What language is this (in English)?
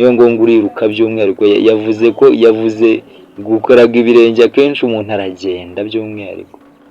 Kinyarwanda